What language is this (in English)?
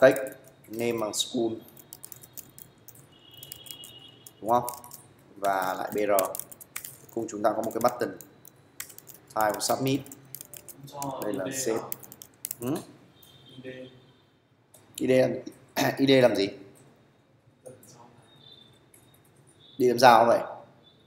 Vietnamese